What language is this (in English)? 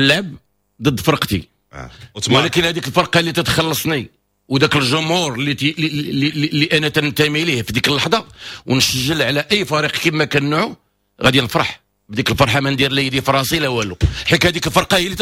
Moroccan Arabic